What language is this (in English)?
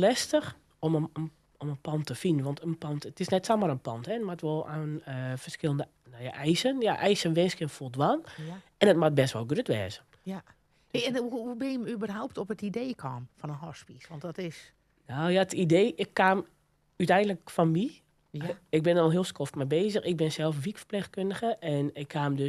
Western Frisian